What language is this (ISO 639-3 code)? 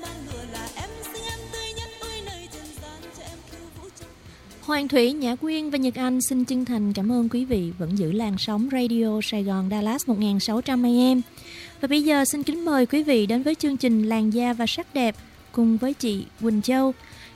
vie